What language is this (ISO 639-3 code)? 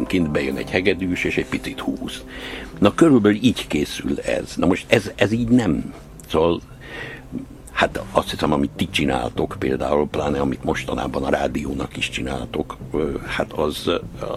hun